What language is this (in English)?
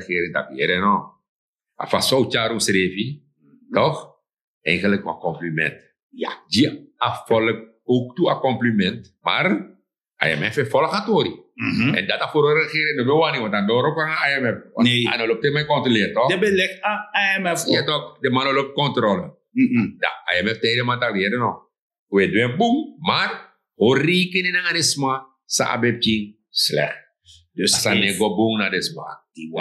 Sranan Tongo